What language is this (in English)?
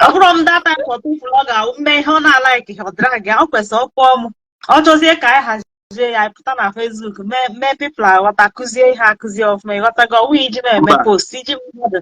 Igbo